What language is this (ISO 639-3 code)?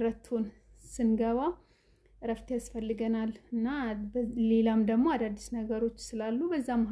amh